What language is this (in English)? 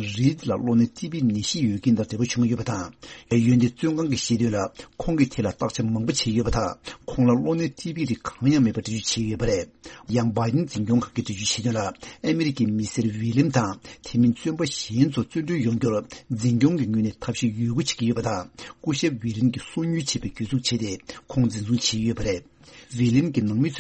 Tibetan